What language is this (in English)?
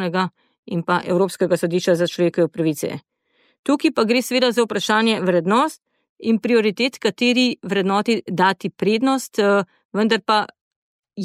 Slovenian